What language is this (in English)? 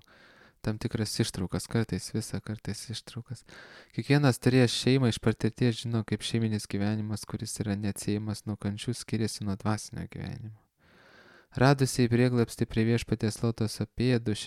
Lithuanian